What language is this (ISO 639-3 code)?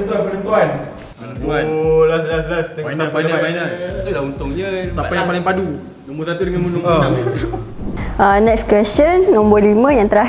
msa